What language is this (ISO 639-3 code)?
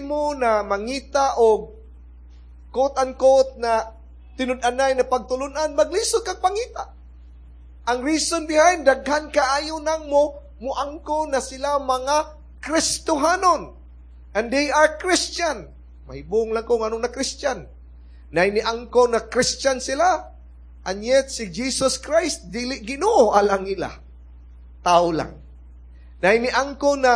ceb